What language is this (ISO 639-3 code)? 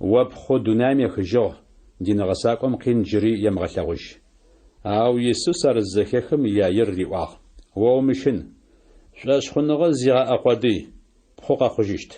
ady